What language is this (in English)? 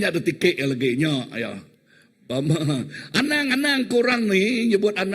Iban